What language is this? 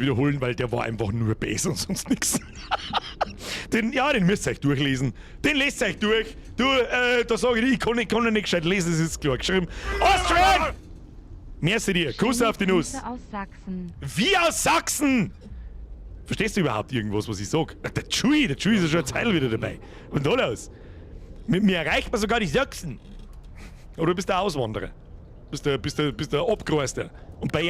Bavarian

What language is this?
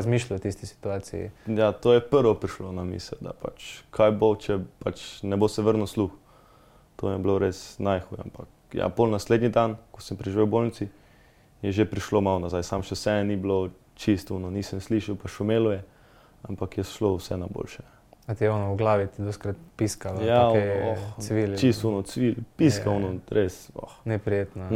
Slovenian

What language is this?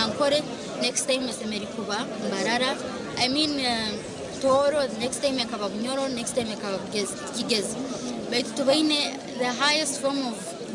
Nyankole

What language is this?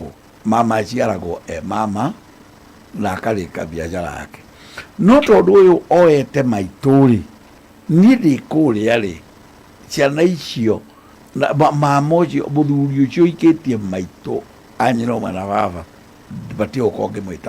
Kikuyu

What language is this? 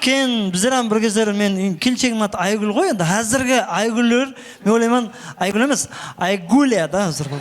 Kara-Kalpak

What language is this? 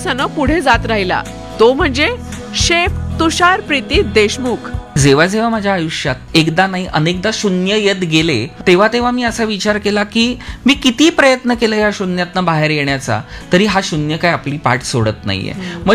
Marathi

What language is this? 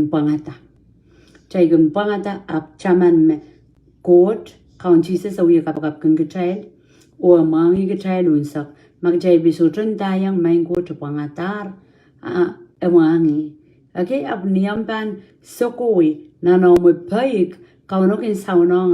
Pohnpeian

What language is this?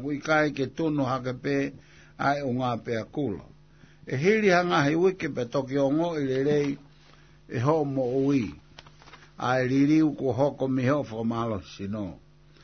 Tongan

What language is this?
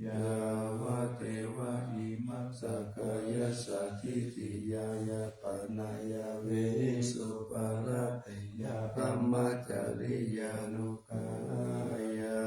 Pali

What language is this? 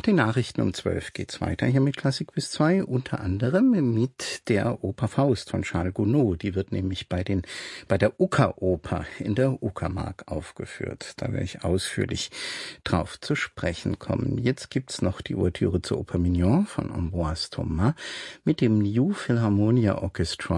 German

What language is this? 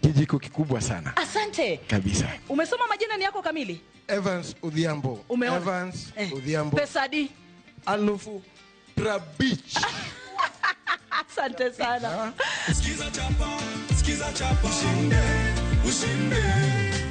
Luo (Kenya and Tanzania)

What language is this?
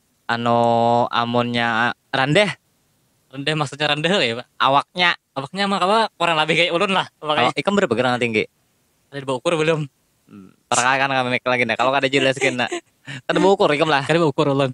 Banjar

